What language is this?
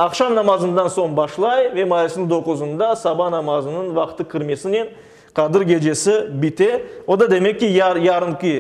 Crimean Tatar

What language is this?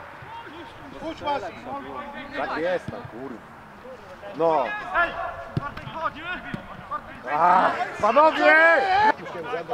Polish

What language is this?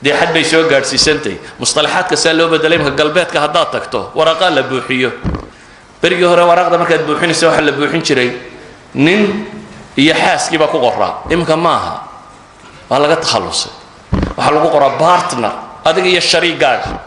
Somali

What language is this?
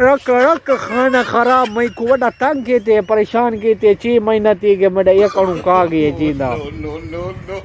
Saraiki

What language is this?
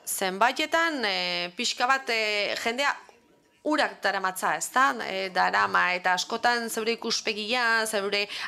Basque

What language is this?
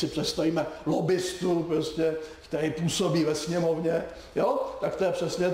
Czech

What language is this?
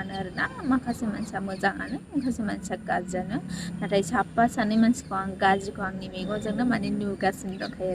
Bodo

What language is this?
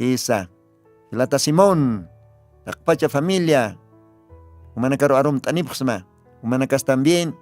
Aymara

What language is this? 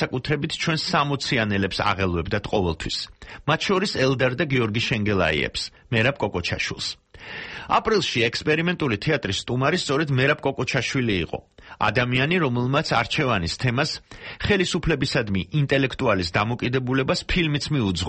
Georgian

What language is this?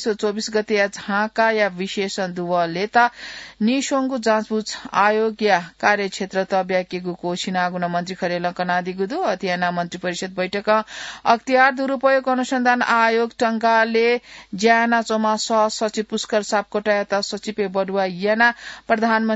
Newari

